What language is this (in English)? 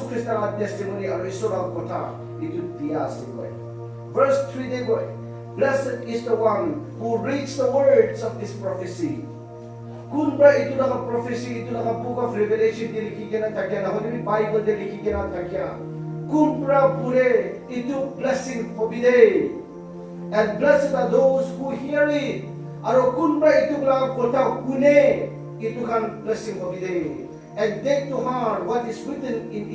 Naga Pidgin